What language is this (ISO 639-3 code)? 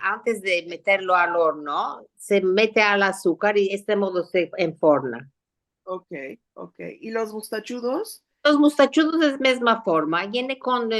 lad